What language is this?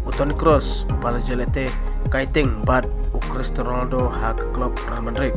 Khasi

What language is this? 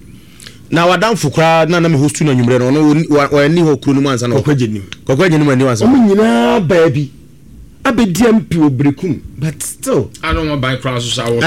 Akan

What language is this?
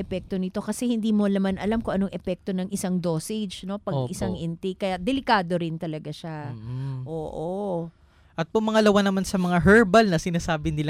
Filipino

